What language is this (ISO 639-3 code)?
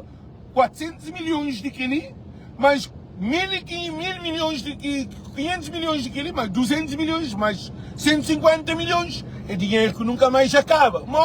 kea